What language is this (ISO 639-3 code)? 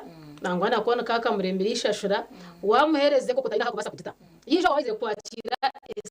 nyn